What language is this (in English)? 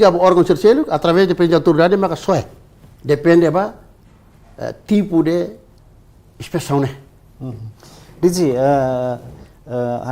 Tetum